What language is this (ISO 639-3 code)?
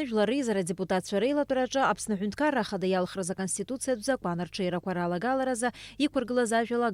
abk